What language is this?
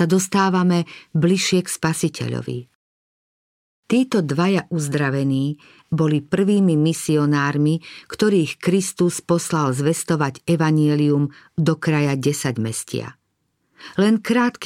Slovak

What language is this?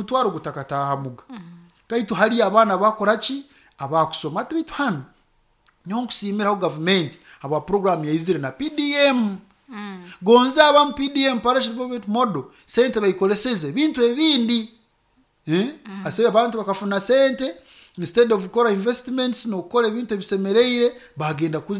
Nyoro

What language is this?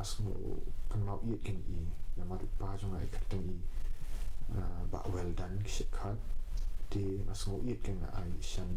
Khasi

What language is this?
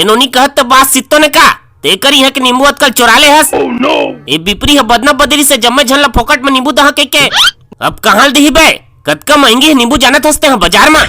Chhattisgarhi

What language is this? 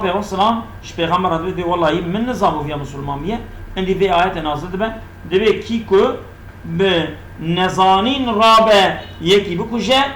Kurdish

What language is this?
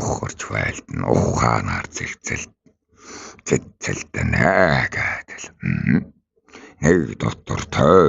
Mongolian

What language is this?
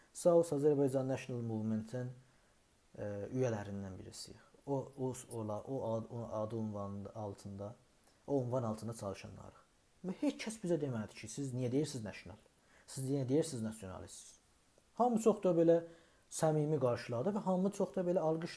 South Azerbaijani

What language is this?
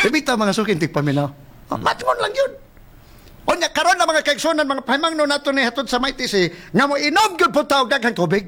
Cebuano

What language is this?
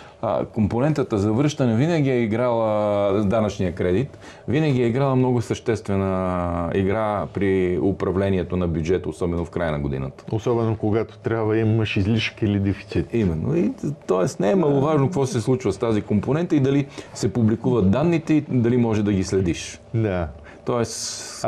Bulgarian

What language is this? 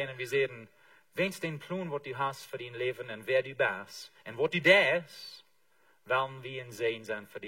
Plautdietsch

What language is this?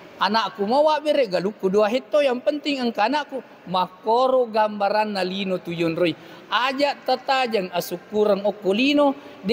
Buginese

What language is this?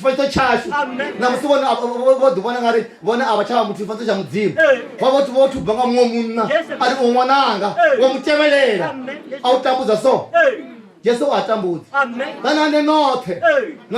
Venda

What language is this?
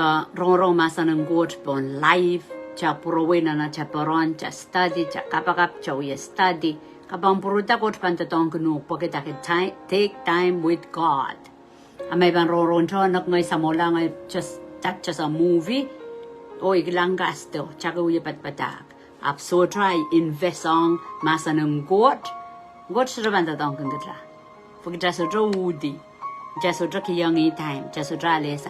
Pohnpeian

